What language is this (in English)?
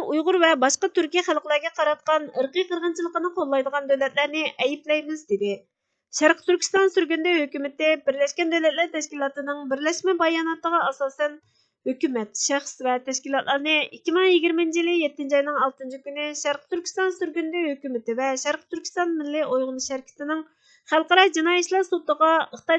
Uyghur